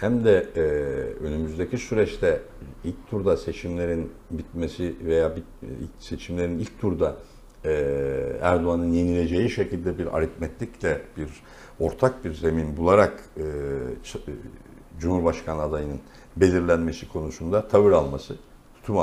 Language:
Turkish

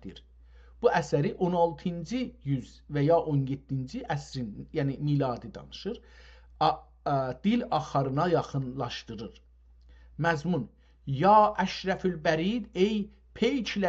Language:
South Azerbaijani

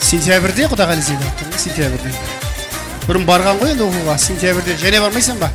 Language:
Kara-Kalpak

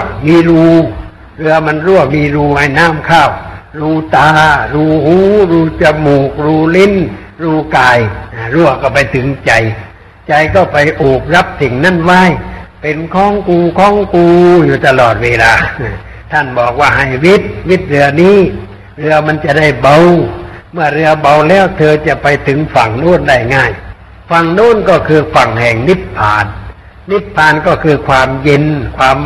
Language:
Thai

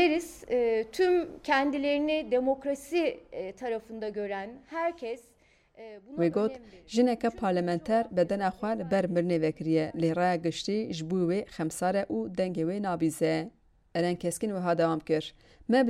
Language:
Kurdish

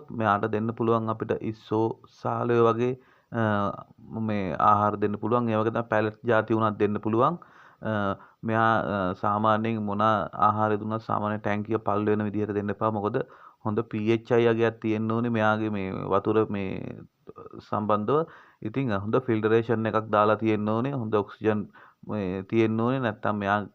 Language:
Sinhala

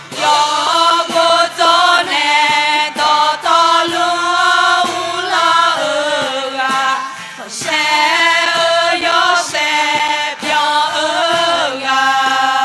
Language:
Akha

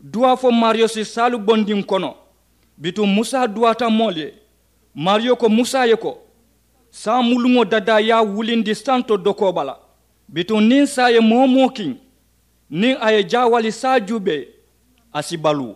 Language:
Mandingo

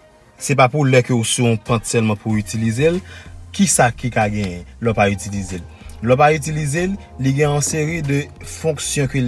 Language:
Haitian Creole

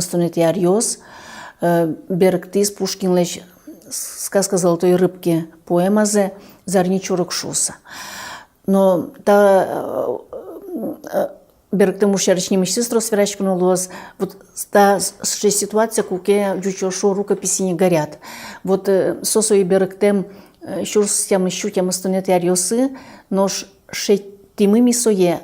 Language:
Udmurt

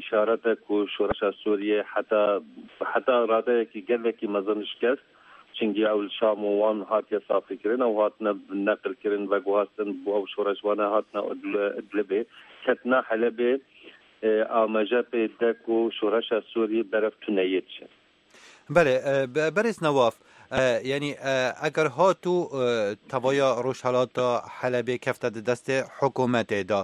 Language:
Kurdish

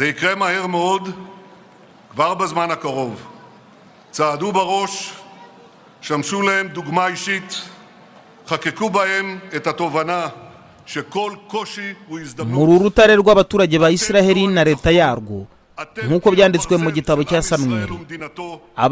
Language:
Kinyarwanda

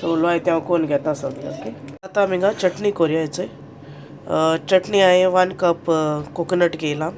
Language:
Konkani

